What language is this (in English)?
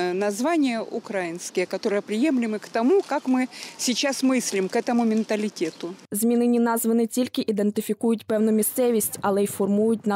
Ukrainian